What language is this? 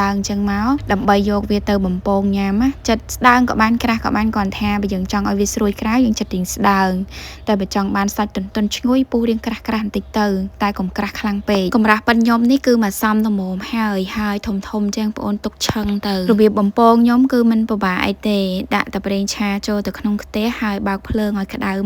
Khmer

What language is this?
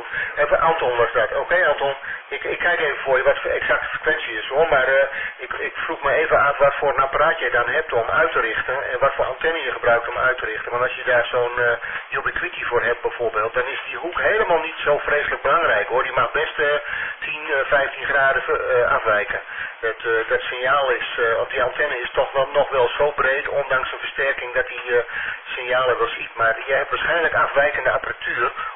Dutch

